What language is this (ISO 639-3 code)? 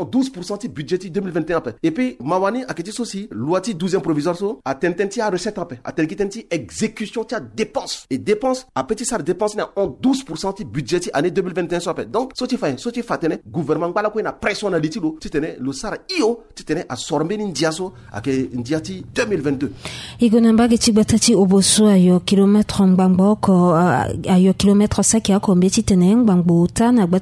sag